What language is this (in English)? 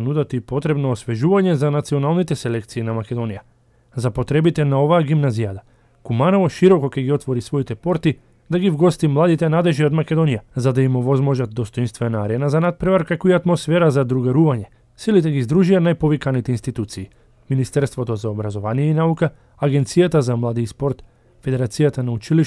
Macedonian